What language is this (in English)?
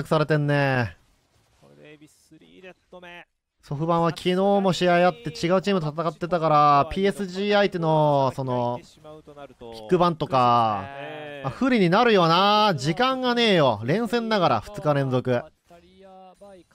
Japanese